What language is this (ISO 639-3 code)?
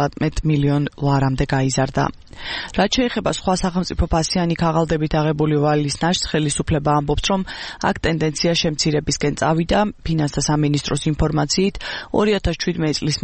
kat